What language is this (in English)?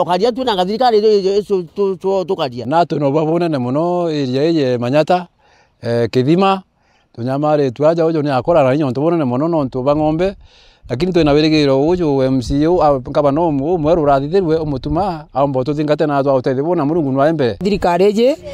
Meru